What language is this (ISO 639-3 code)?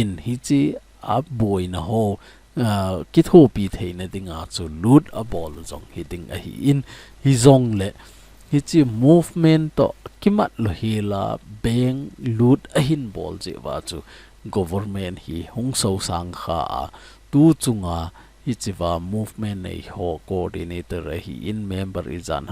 tcz